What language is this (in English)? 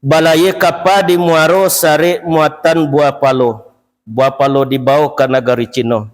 Minangkabau